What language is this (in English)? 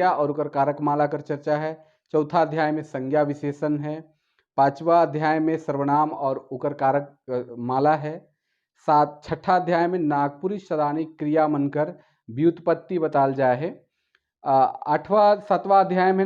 Sadri